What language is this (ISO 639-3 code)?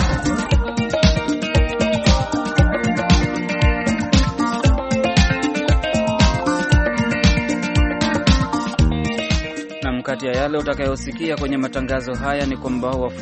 swa